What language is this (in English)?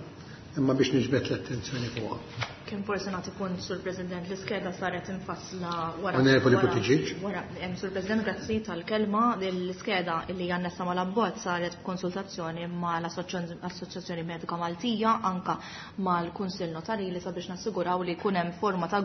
Maltese